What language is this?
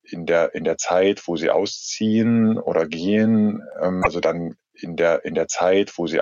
German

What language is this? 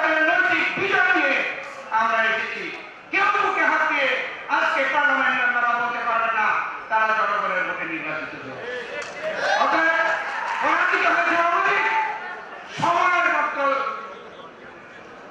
Bangla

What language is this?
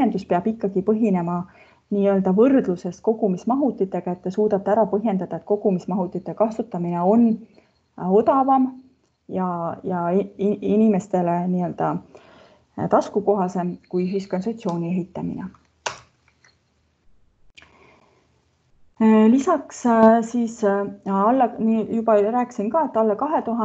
Estonian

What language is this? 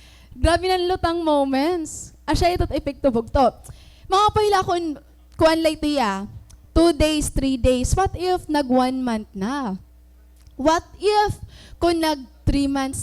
Waray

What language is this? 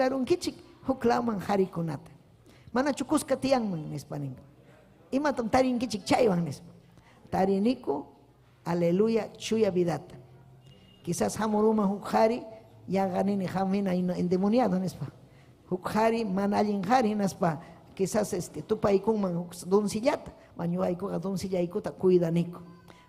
Ayacucho Quechua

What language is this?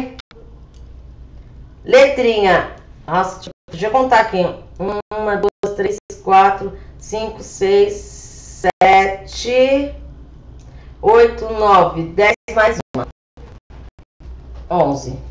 Portuguese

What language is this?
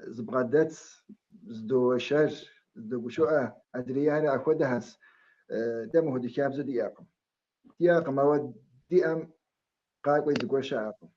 Kabardian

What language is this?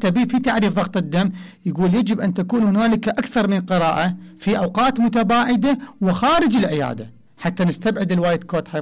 Mesopotamian Arabic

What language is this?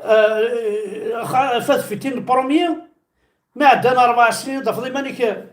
Kabyle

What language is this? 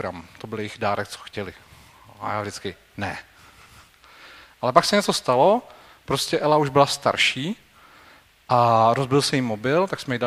Czech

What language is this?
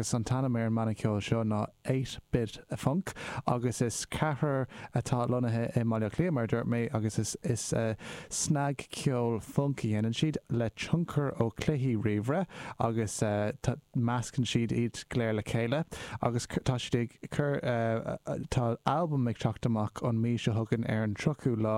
Irish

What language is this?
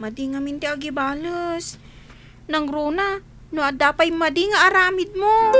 Iloko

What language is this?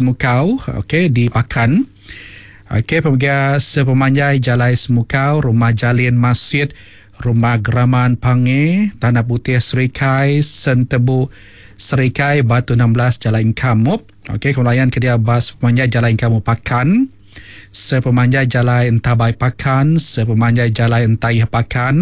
Iban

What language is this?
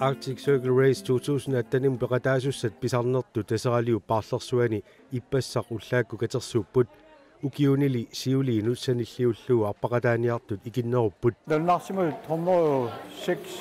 Kalaallisut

